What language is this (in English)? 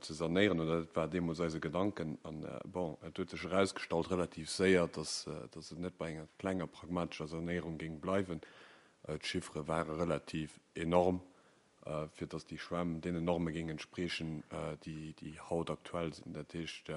Luxembourgish